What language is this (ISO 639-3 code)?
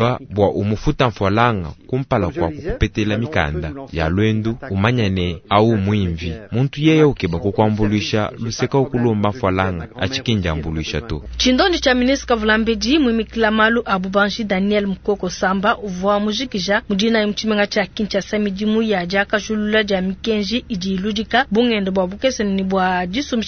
lua